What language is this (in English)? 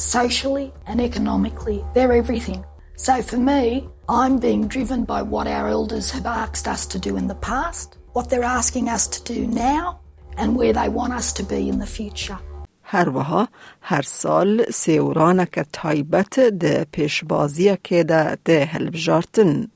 Kurdish